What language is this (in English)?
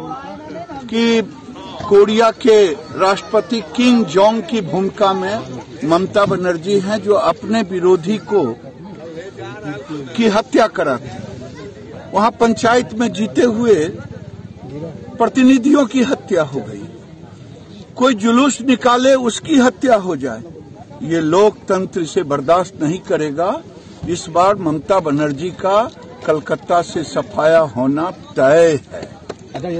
Hindi